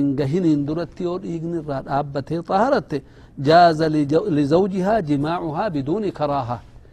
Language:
Oromo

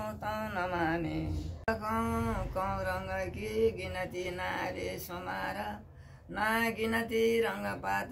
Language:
Nepali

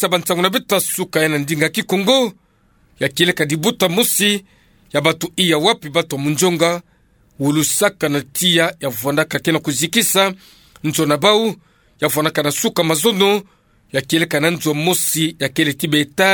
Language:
Kituba (Democratic Republic of Congo)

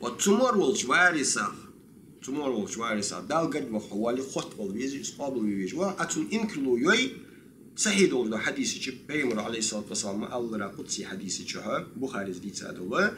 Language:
Ingush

